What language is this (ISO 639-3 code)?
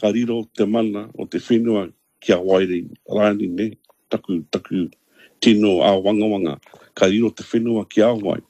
mri